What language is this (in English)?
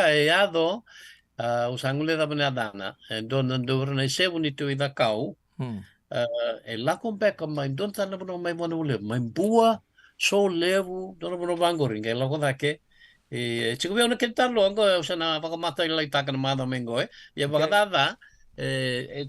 Fijian